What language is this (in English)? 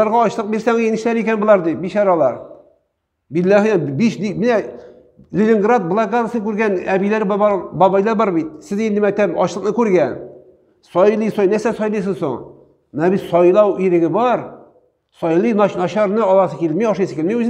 Tatar